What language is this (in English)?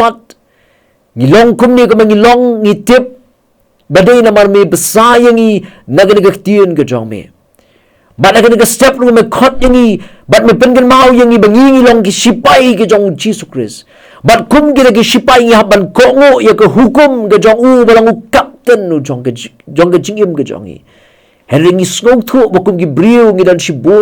Khasi